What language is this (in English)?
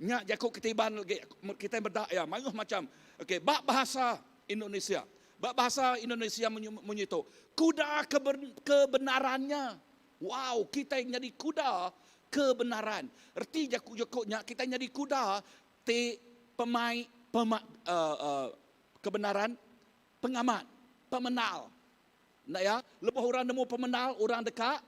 Iban